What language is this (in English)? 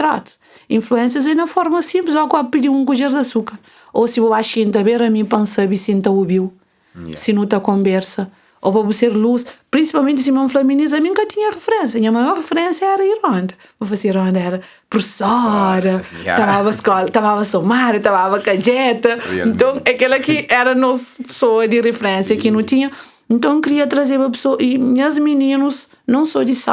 Kabuverdianu